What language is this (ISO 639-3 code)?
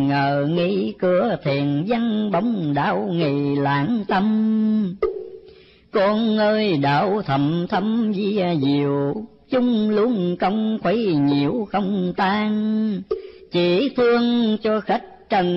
vie